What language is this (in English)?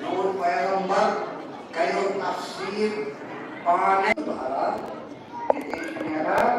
Kashmiri